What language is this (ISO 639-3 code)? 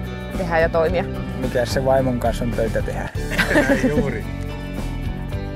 fin